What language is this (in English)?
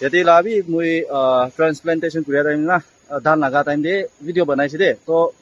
Naga Pidgin